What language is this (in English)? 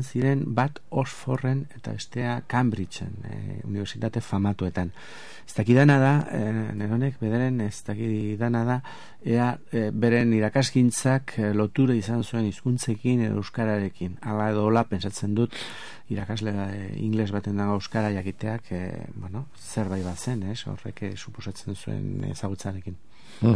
Basque